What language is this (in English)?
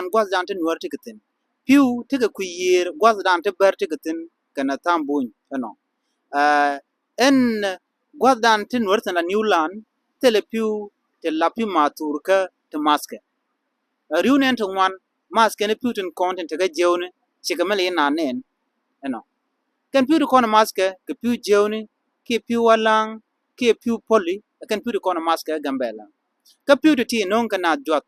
Nuer